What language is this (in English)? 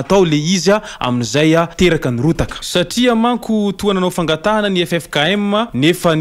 Malagasy